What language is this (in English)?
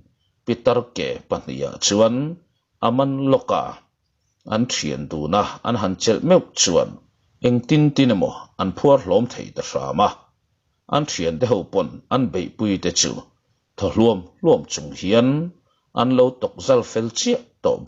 Mizo